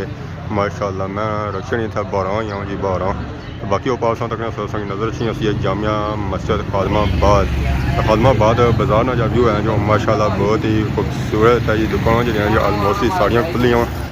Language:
Pahari-Potwari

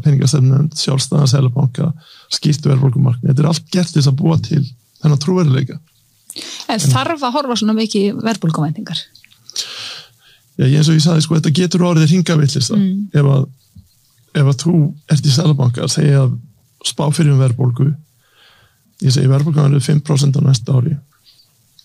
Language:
Icelandic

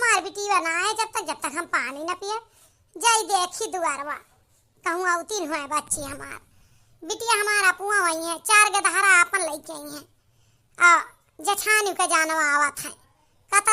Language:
Awadhi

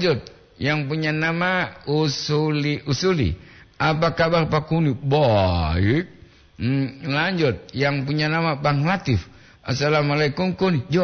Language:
Gorontalo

